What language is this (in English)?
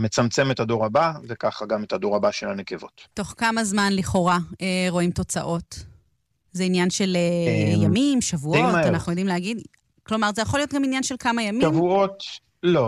Hebrew